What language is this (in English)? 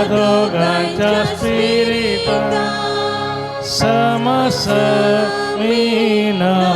Konkani